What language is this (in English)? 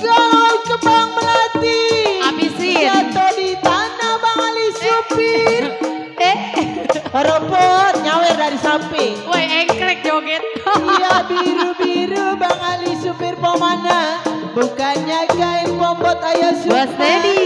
Betawi